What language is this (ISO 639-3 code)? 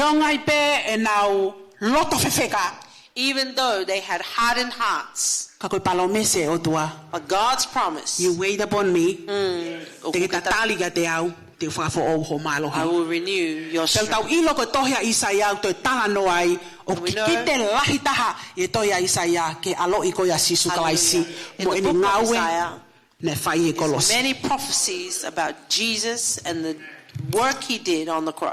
ton